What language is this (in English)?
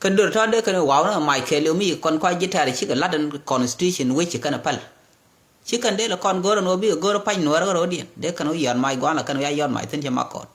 Nuer